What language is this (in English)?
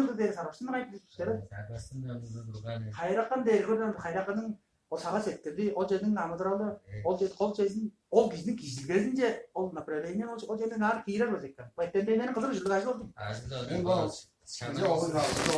Tuvinian